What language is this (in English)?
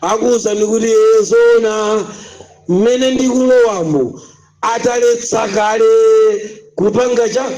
Nyanja